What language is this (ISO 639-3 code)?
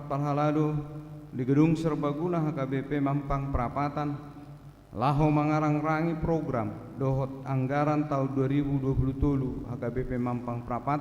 bbc